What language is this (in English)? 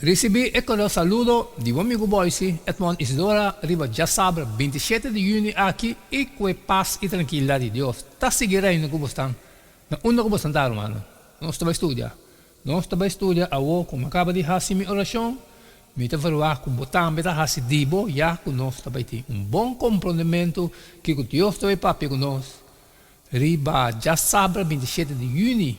Papiamento